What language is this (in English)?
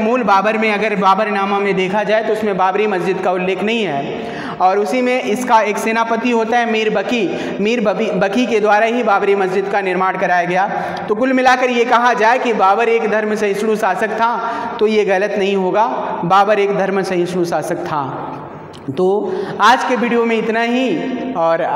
Hindi